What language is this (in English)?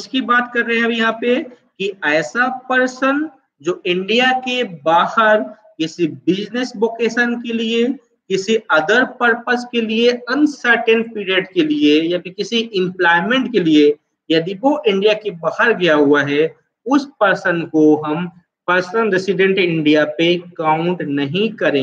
Hindi